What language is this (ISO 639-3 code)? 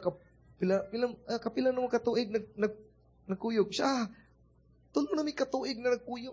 ceb